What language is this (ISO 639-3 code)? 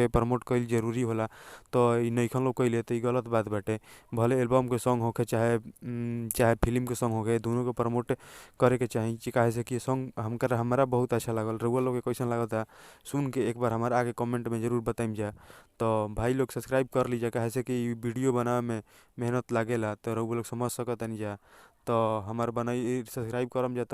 bho